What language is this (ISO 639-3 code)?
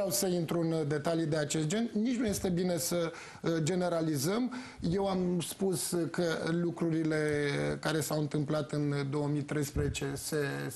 ron